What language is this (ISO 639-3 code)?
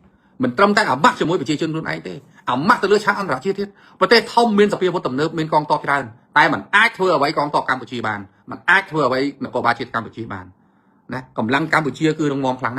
khm